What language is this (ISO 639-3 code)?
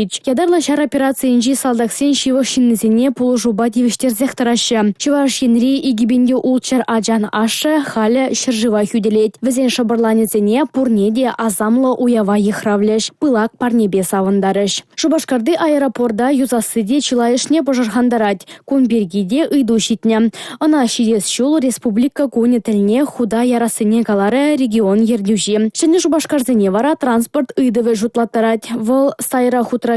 chv